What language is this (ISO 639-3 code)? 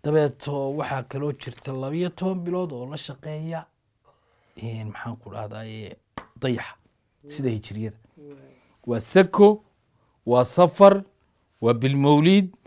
som